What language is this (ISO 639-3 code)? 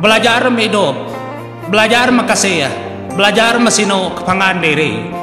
iba